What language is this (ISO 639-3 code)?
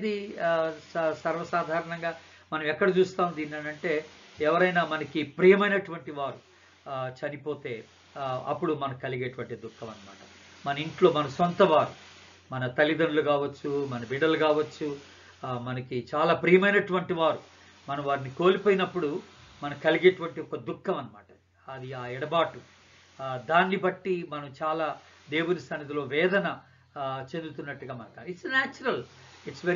tel